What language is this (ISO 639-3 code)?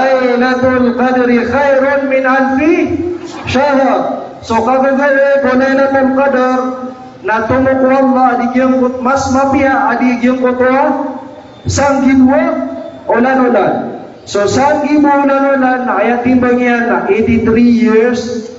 mrw